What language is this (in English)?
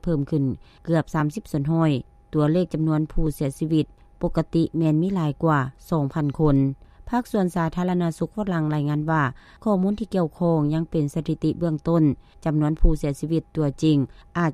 Lao